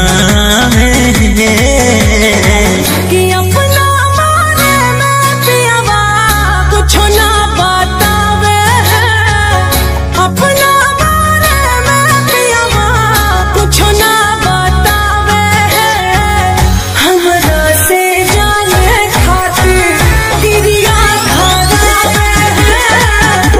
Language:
Bhojpuri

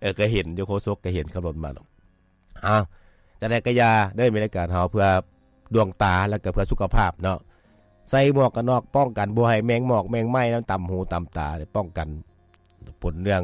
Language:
Lao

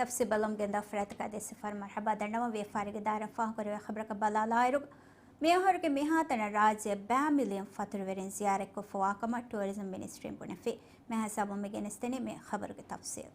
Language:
Divehi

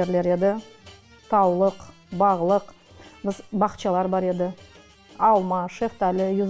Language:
Crimean Tatar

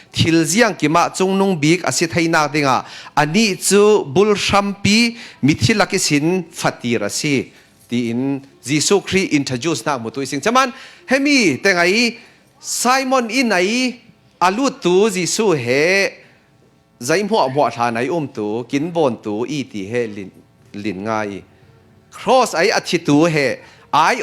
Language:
Falam Chin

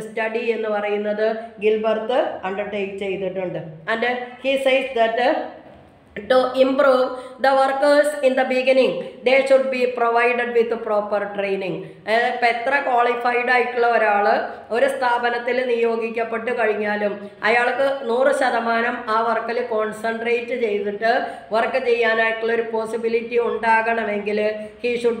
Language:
Malayalam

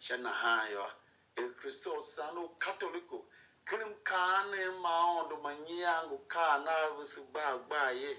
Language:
Tiv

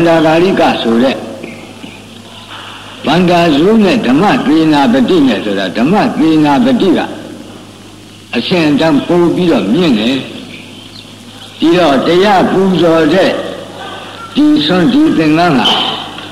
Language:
Burmese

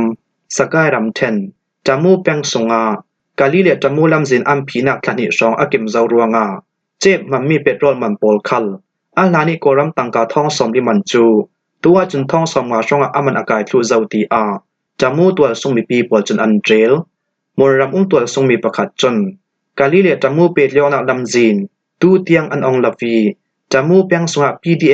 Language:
Falam Chin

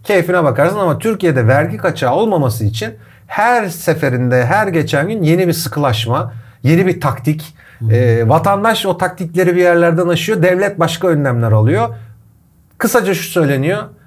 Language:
Turkish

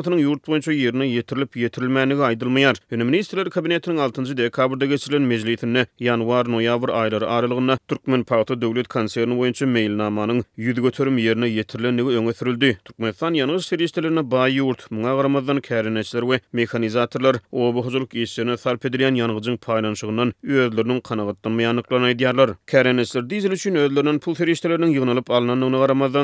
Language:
Turkmen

